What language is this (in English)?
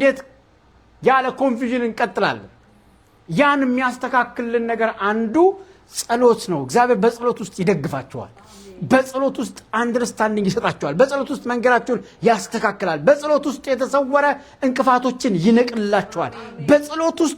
Amharic